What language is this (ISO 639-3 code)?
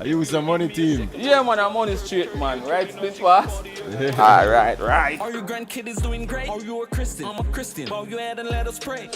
jam